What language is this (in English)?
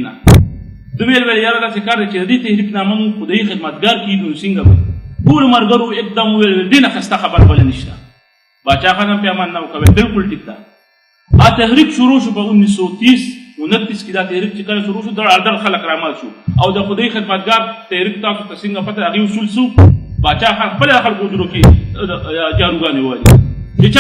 Pashto